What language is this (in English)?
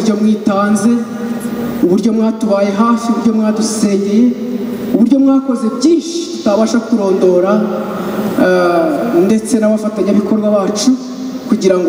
Kinyarwanda